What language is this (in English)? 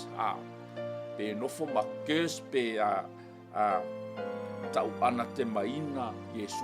Samoan